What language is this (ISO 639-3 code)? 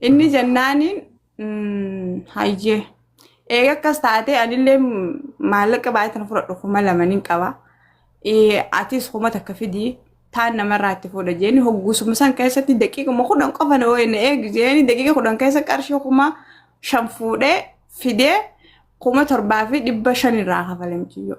orm